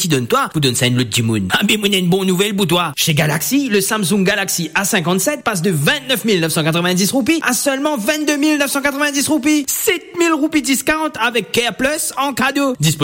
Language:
French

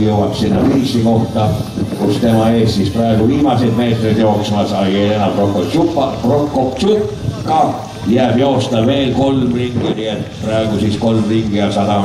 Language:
Estonian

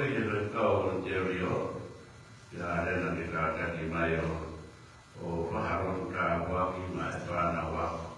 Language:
Tongan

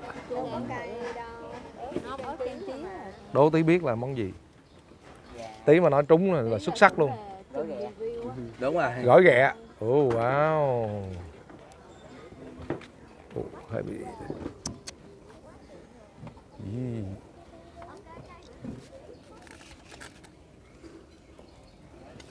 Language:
Vietnamese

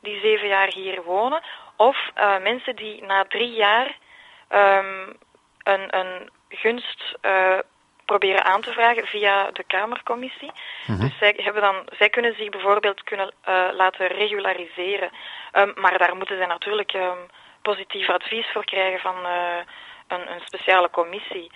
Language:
Dutch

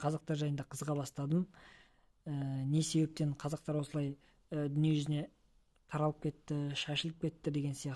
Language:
Kazakh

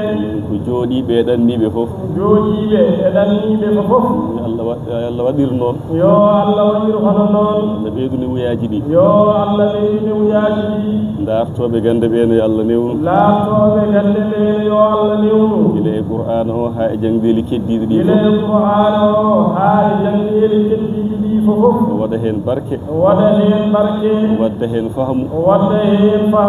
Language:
Fula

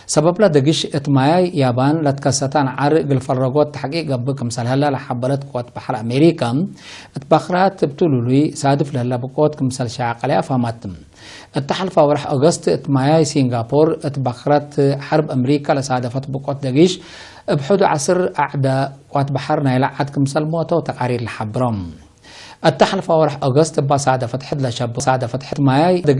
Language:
Tigre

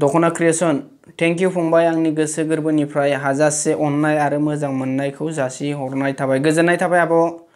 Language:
Bodo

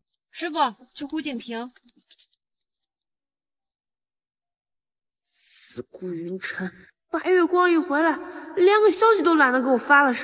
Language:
Chinese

